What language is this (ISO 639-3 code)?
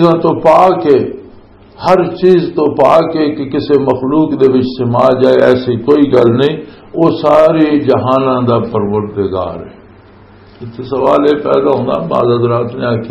lah